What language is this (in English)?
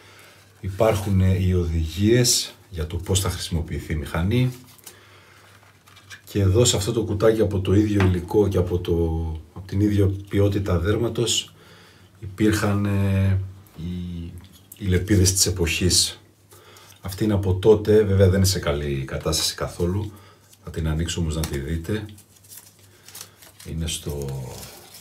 Greek